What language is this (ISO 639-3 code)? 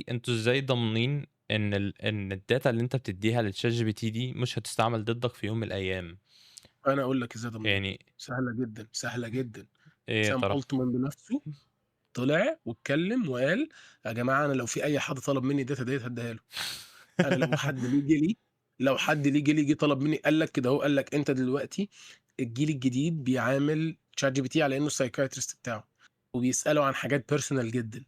arz